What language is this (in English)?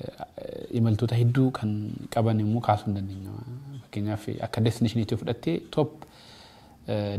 Oromo